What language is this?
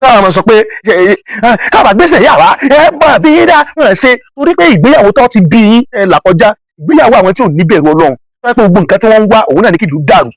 Yoruba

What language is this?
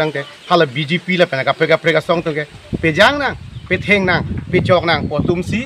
Karbi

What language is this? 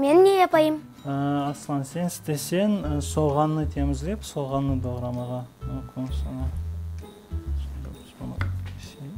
Crimean Tatar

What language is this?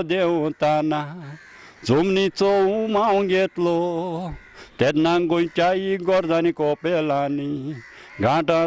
Konkani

